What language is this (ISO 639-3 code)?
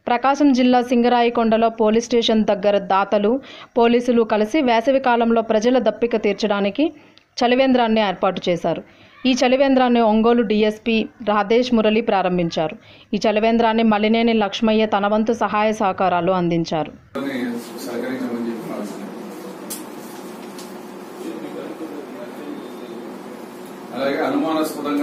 tel